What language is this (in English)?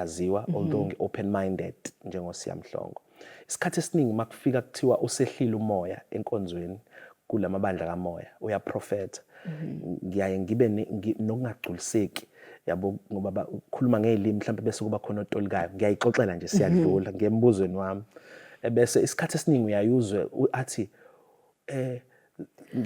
Zulu